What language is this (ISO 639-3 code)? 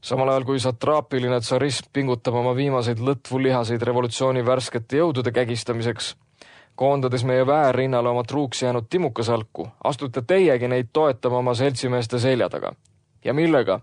est